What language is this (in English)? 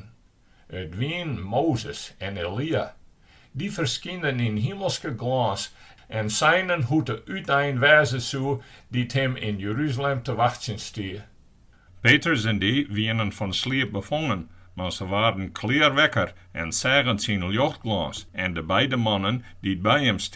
Western Frisian